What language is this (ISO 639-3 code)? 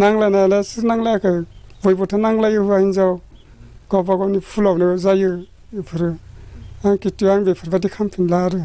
brx